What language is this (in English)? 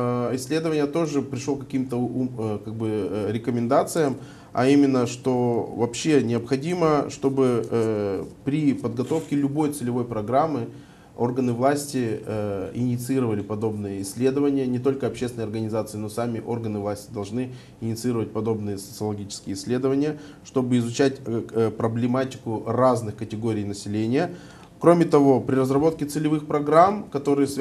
Russian